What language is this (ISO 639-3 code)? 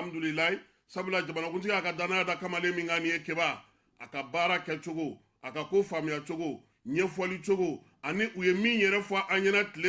bam